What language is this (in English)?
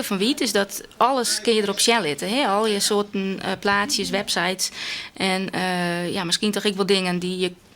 Western Frisian